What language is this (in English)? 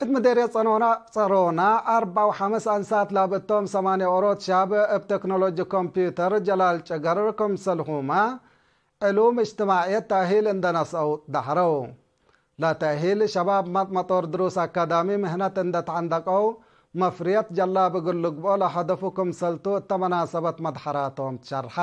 Tigre